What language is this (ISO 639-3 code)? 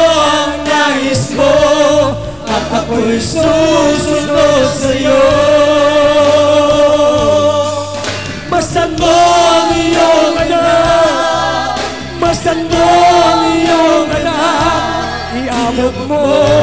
fil